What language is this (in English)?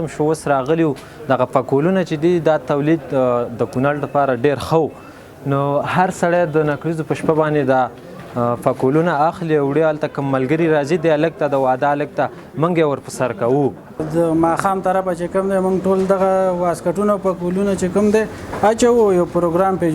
Pashto